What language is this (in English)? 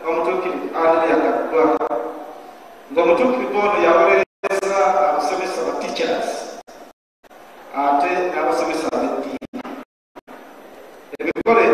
Ganda